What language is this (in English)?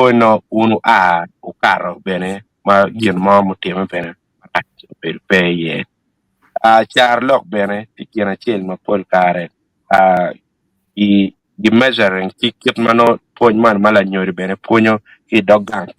Acoli